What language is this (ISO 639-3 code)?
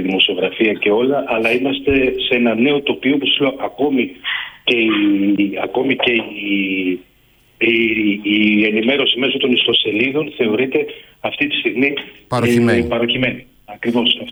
ell